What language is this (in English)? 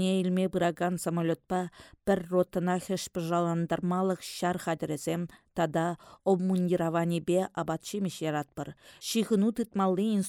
Chuvash